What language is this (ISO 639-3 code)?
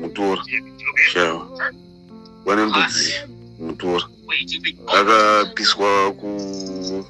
sna